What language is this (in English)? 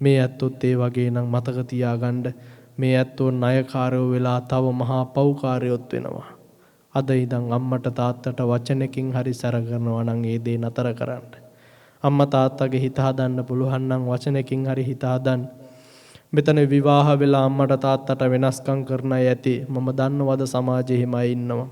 Sinhala